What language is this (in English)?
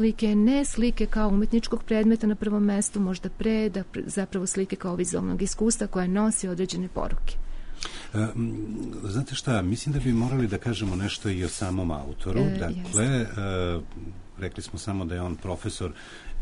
Serbian